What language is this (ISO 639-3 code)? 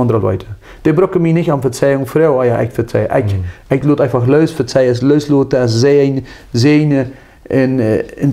pdt